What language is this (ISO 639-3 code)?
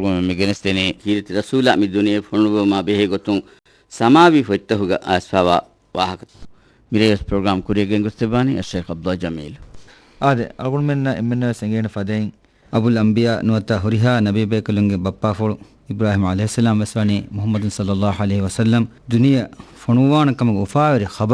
div